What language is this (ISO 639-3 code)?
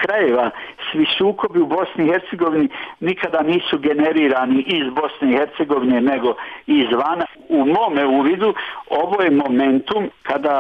bos